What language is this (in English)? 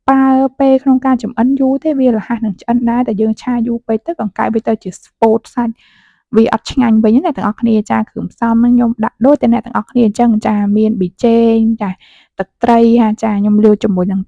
Khmer